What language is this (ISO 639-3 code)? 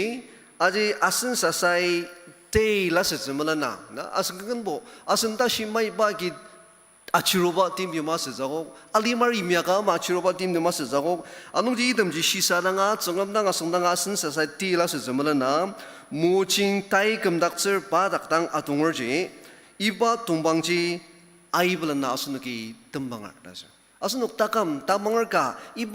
njo